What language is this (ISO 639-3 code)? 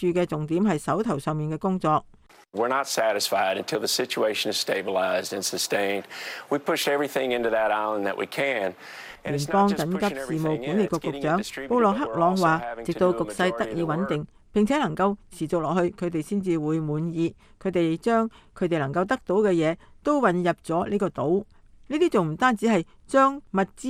yue